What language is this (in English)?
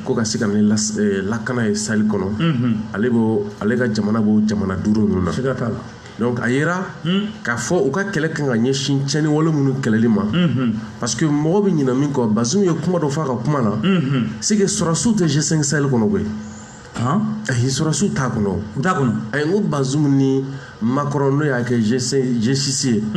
Bambara